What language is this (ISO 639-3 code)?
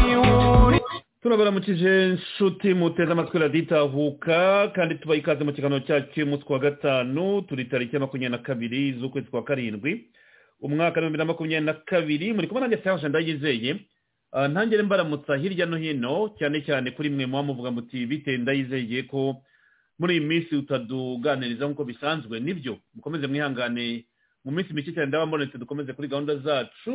kin